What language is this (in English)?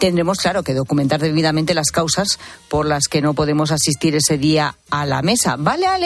Spanish